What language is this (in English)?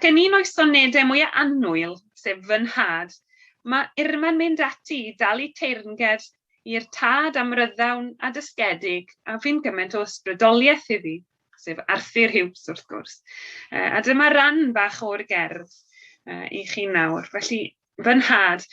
Welsh